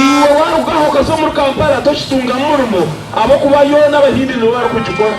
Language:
Nyankole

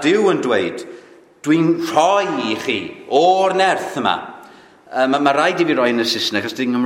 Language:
Welsh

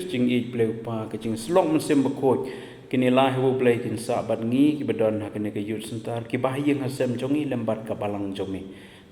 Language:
Khasi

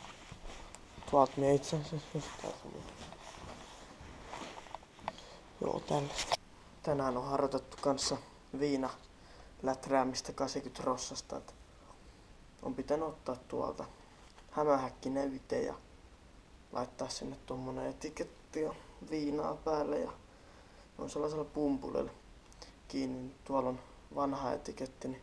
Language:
Finnish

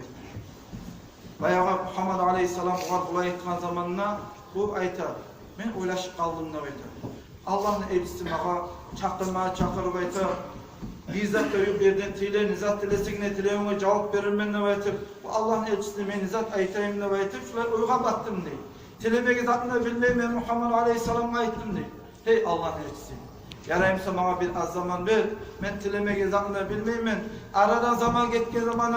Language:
Kumyk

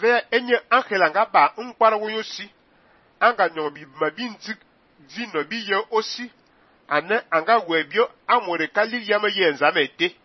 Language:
Fang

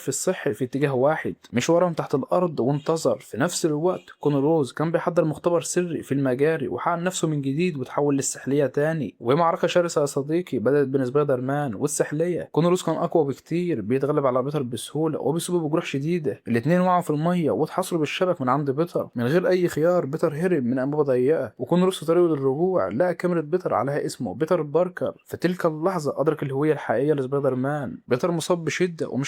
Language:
Egyptian Arabic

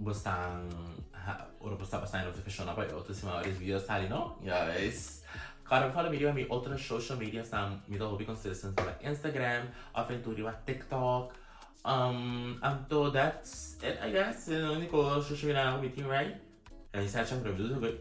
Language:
Papiamento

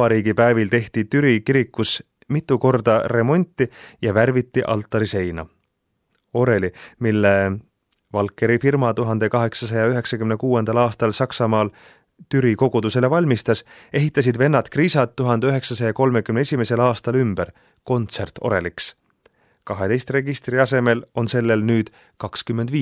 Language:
Estonian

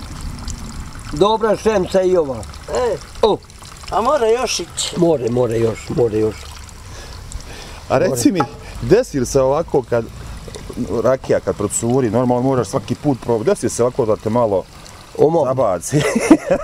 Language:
Bosnian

